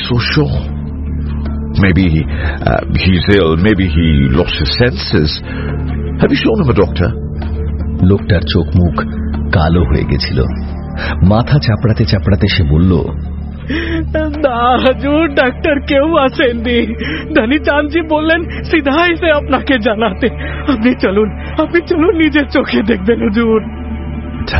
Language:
Bangla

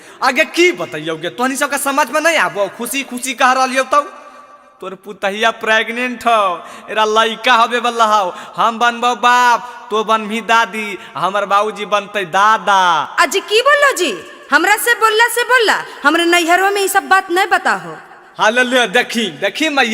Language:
Magahi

